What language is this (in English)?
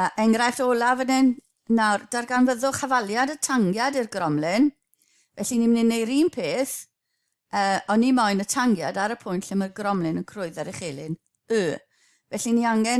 Welsh